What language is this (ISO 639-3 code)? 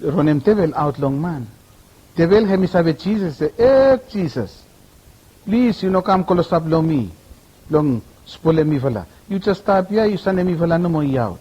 bis